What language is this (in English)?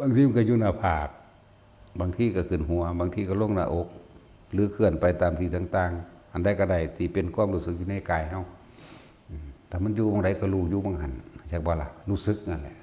Northeastern Thai